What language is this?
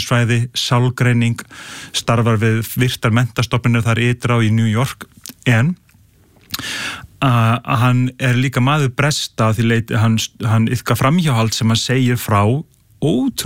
Icelandic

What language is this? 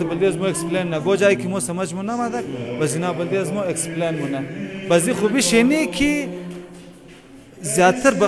Hazaragi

